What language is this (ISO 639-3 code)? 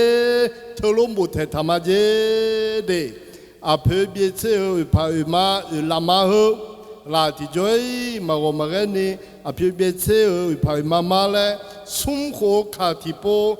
ahk